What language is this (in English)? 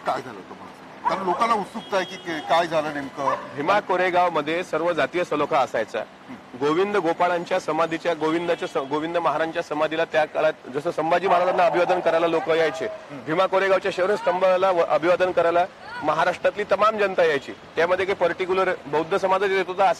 Marathi